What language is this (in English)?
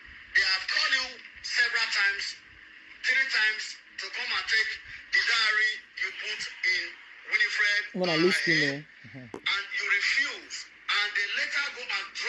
Nigerian Pidgin